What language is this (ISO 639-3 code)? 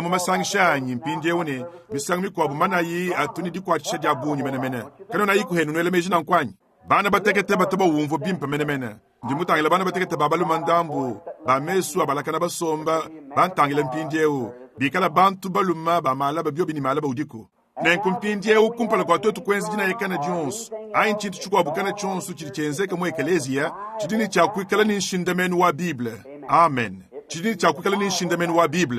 lua